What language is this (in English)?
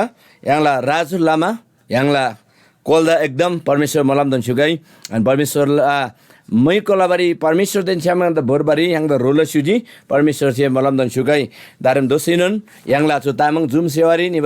Eastern Tamang